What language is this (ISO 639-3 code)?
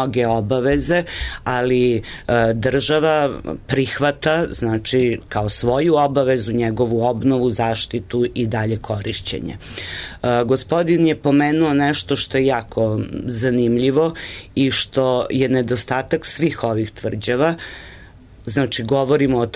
srp